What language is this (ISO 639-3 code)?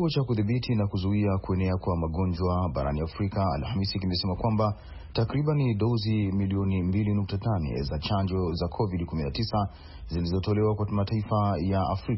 swa